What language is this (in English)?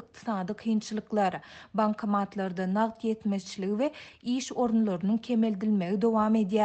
Turkmen